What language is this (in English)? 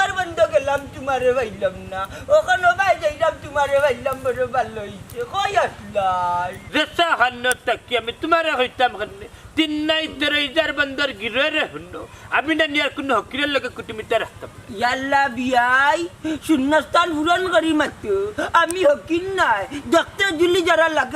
Sylheti